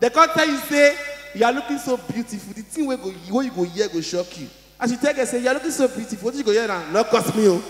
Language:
Nigerian Pidgin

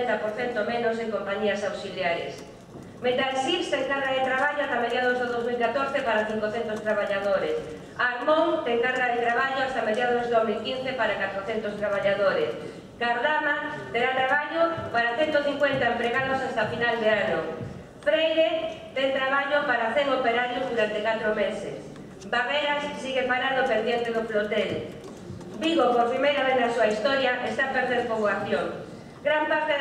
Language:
Galician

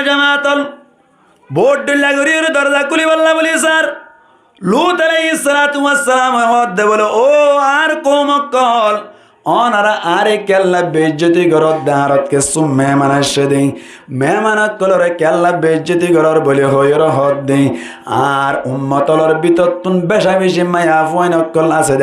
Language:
Rohingya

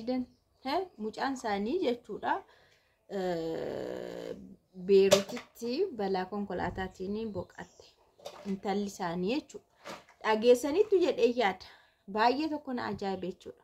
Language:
Oromo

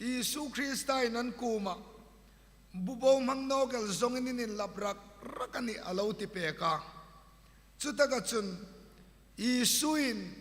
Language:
Hmar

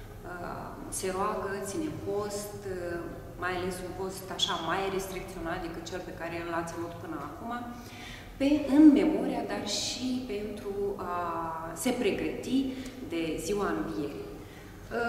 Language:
Romanian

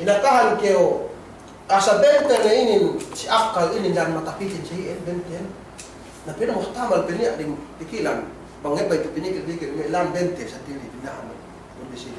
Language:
Yakan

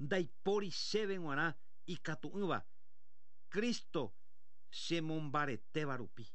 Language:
Guarani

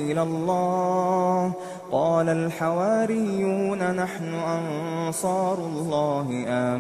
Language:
Arabic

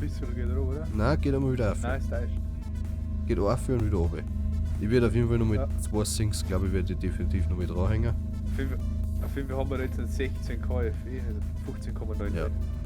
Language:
Bavarian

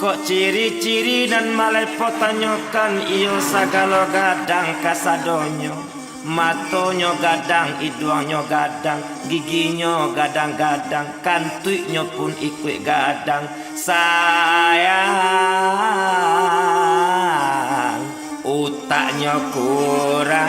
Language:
Minangkabau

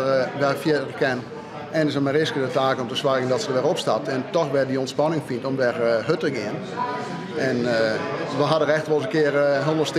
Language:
Western Frisian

